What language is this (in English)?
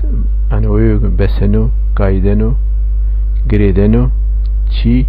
Zaza